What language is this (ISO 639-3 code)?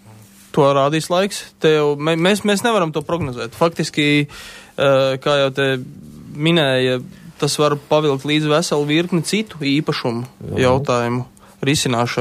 lav